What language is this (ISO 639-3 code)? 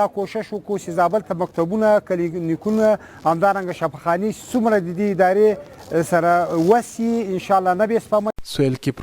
pus